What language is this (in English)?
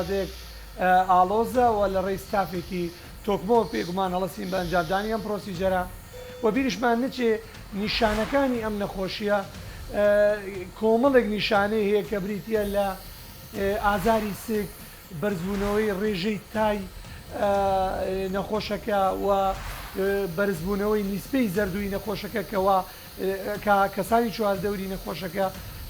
Central Kurdish